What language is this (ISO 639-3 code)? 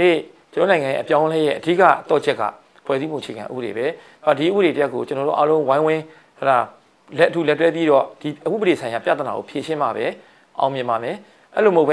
mya